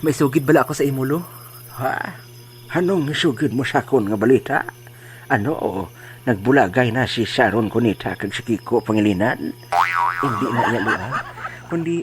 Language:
Hiligaynon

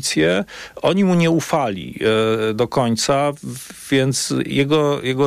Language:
Polish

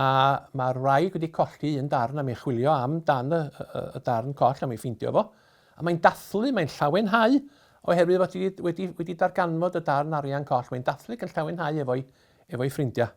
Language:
Welsh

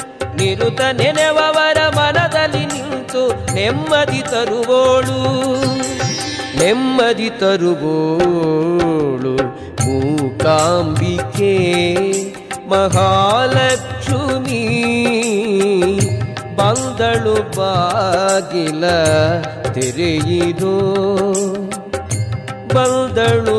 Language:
Kannada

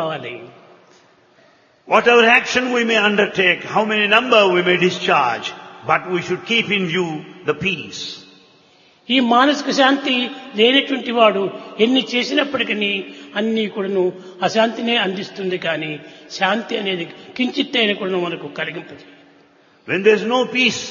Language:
Telugu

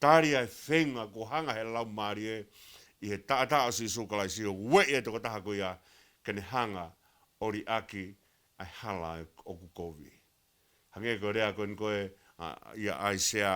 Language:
Tongan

